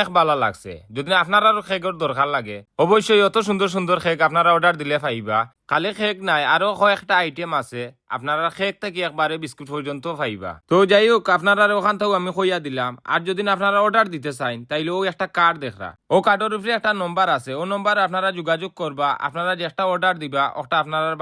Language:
Sylheti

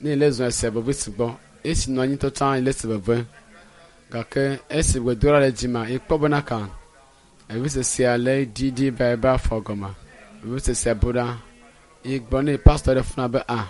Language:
Ewe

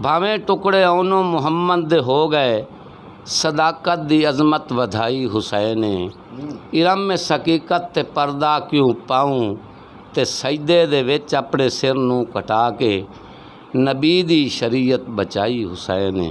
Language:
Western Panjabi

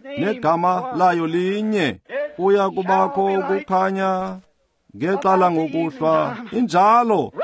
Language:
Xhosa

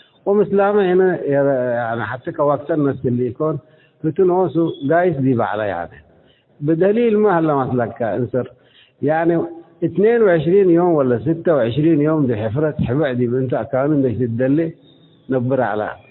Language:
Tigre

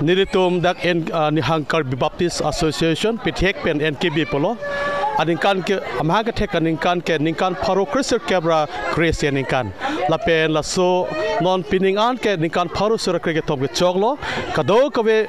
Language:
Karbi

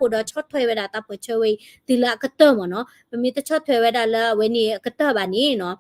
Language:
S'gaw Karen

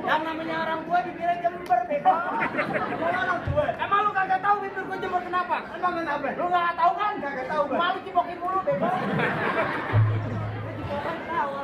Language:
Betawi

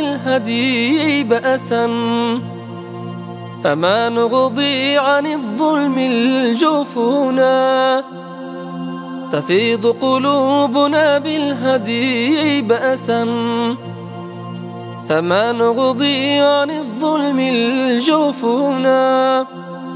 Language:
Arabic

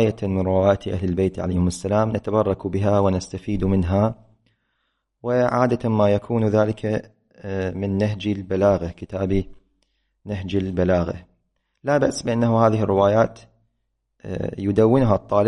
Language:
Arabic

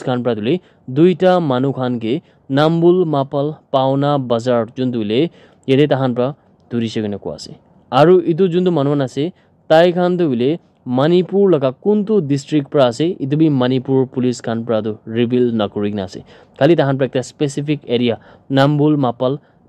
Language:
Naga Pidgin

